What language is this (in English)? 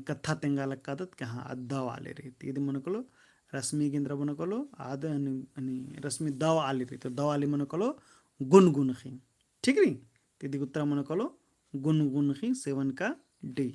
Kurukh